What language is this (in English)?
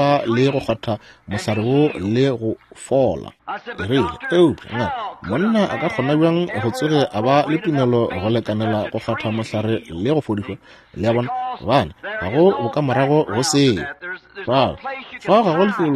Northern Sotho